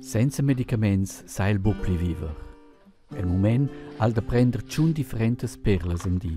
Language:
Romansh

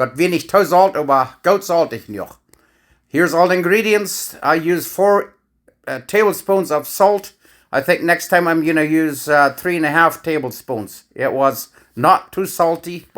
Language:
Plautdietsch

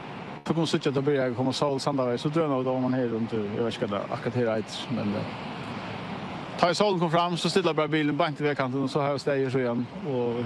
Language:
Faroese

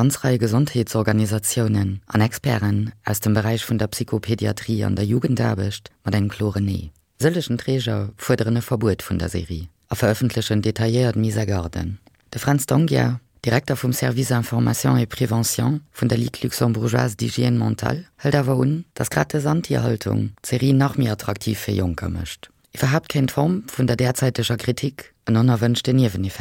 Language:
Luxembourgish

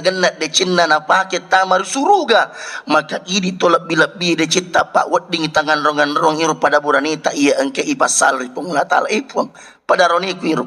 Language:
Buginese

